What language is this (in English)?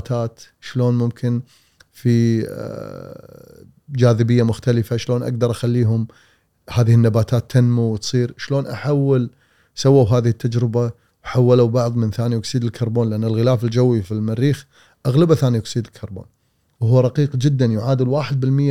Gulf Arabic